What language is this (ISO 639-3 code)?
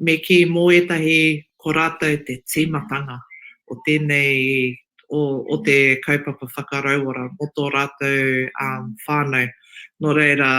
mri